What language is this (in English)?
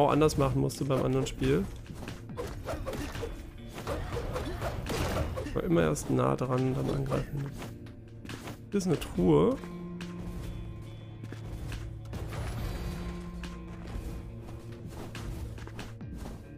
German